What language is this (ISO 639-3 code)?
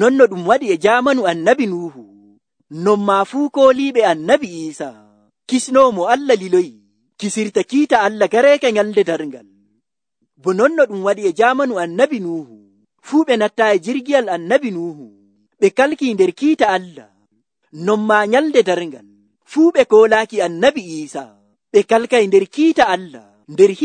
fuv